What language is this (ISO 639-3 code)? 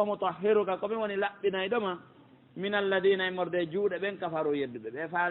fuf